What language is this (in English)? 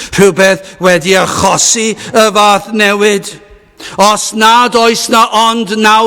Welsh